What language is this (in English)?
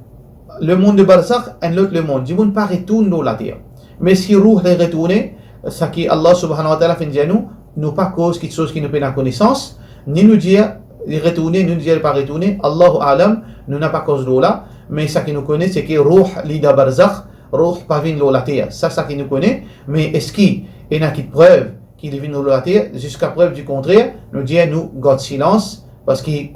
Morisyen